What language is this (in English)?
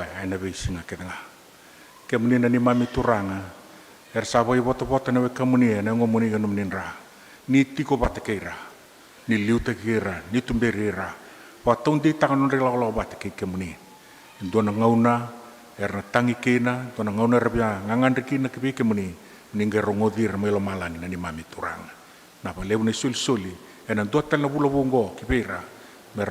Fijian